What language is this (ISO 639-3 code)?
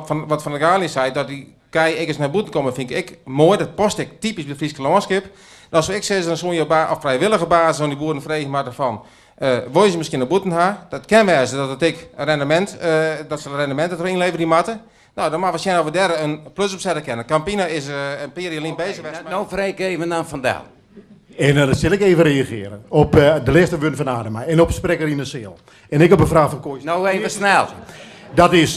fry